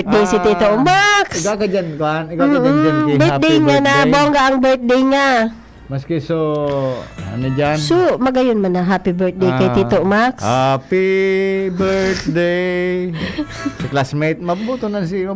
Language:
Bikol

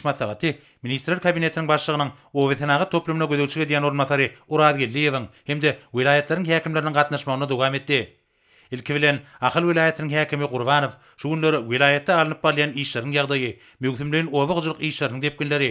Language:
Turkmen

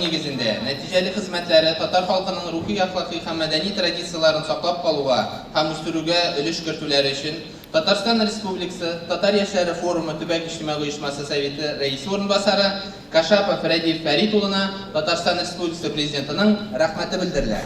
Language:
Tatar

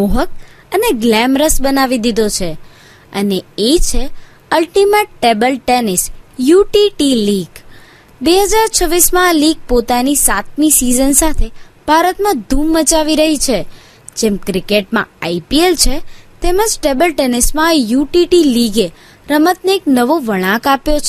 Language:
Gujarati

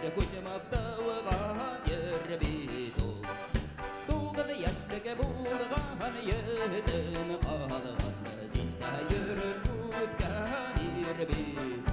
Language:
Bashkir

